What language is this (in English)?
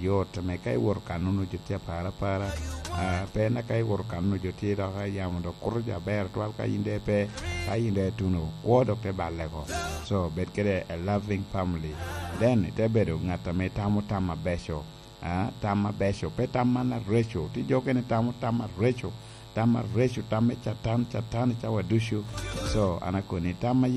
Lango (Uganda)